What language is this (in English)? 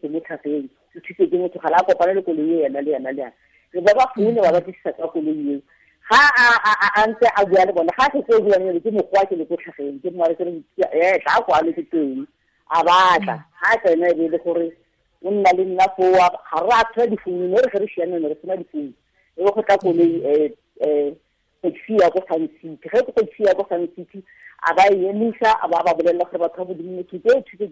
Tswana